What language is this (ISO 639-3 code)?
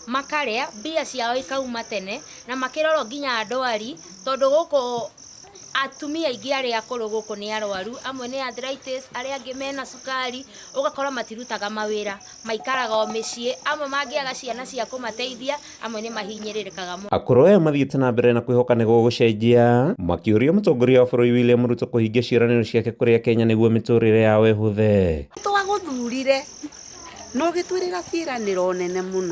kik